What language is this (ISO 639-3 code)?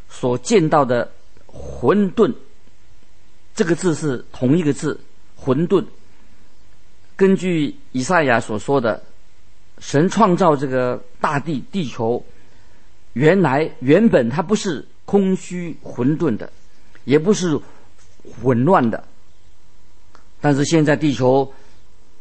zho